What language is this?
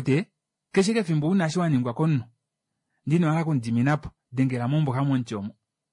Kuanyama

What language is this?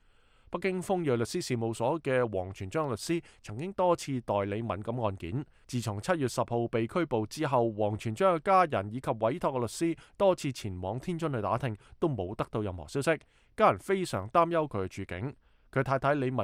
Cantonese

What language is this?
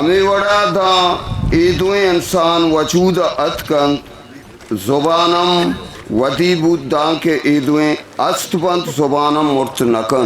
Eastern Balochi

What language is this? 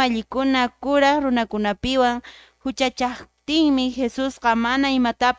Quechua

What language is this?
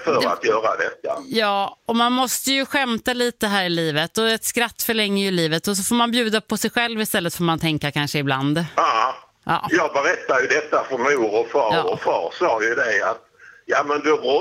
Swedish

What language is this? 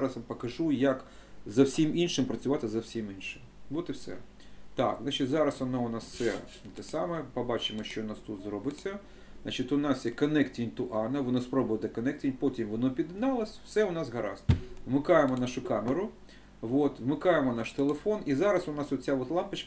Ukrainian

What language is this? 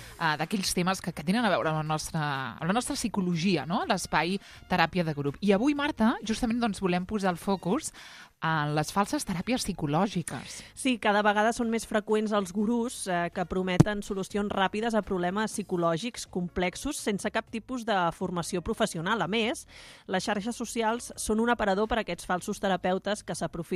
Catalan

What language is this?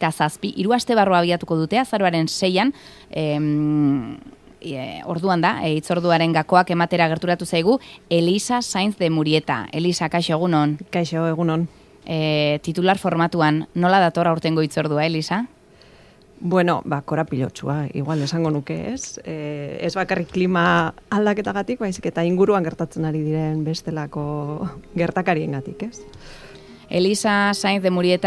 Basque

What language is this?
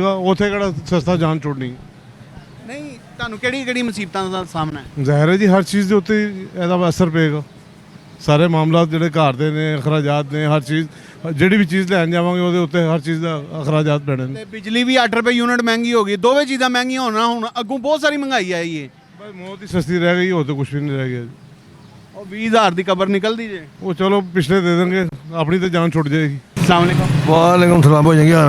Western Panjabi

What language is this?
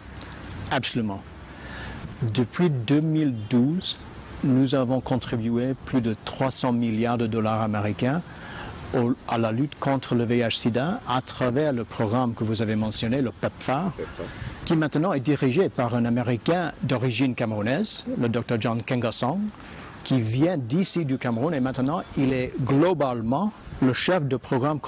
French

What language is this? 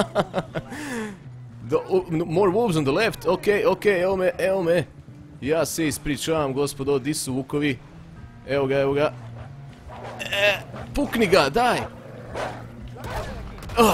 Croatian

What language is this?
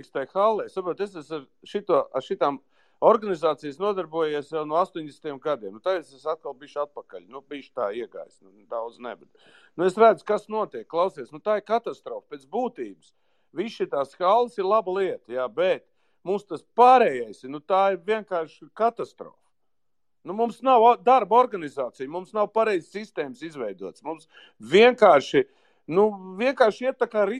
Latvian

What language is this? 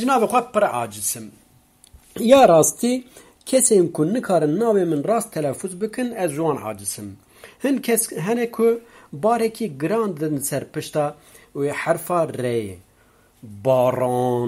Kurdish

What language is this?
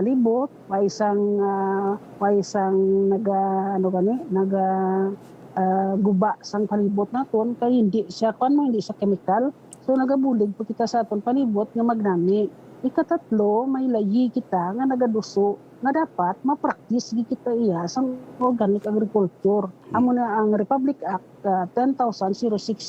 Hiligaynon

